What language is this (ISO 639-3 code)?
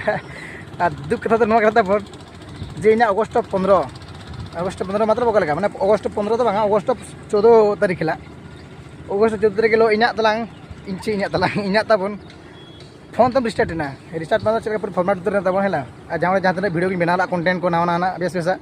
sat